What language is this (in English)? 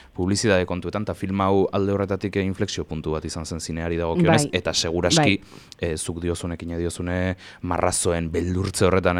Basque